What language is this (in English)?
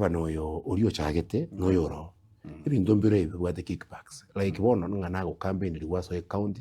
Gusii